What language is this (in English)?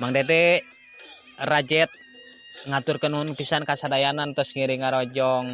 Sundanese